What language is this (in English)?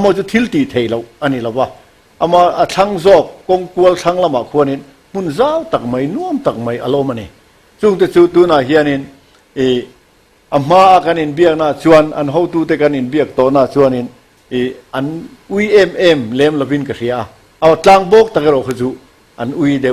Mizo